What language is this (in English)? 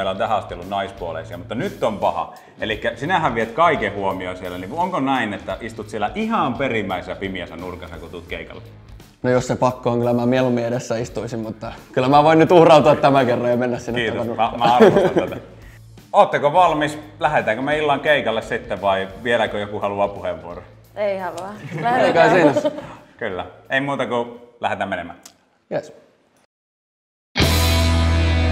Finnish